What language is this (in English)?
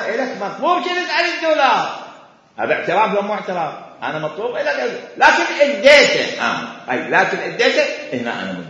Mesopotamian Arabic